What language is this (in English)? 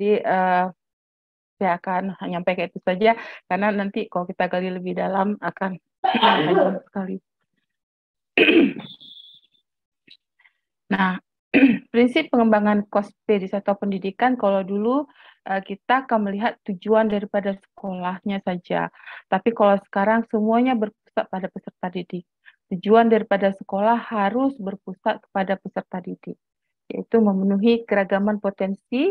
Indonesian